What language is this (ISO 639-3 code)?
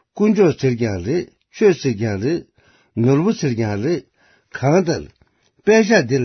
bod